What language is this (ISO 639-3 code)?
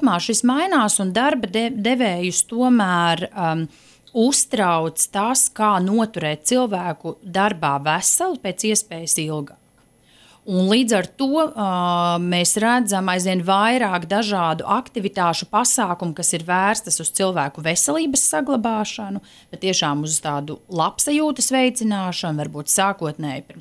lav